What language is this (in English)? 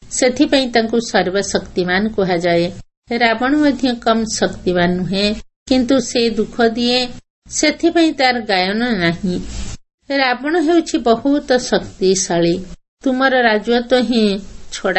Odia